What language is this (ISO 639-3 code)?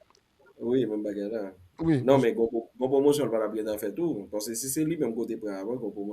hat